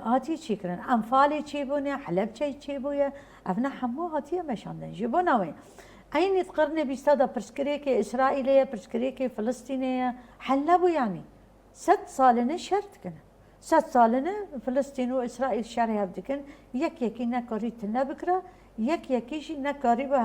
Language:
Kurdish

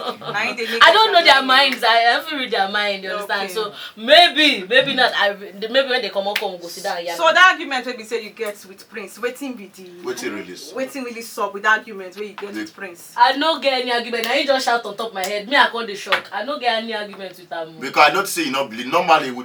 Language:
Nigerian Pidgin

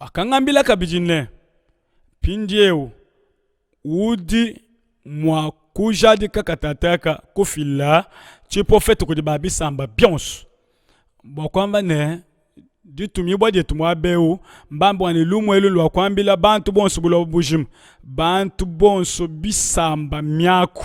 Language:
Luba-Lulua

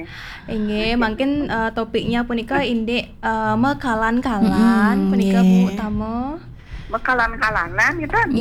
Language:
Balinese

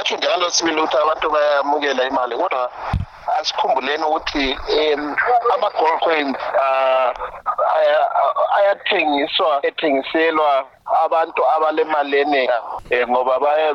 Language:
North Ndebele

